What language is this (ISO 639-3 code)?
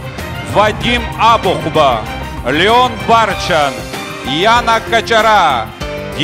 abk